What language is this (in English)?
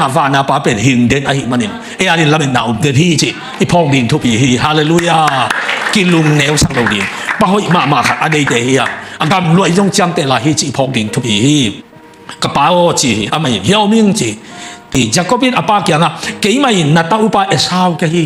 Tedim Chin